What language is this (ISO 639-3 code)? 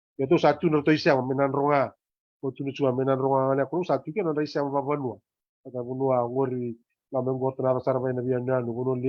fij